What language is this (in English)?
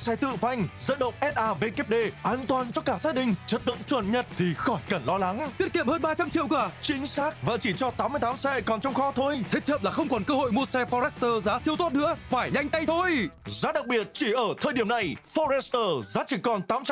Vietnamese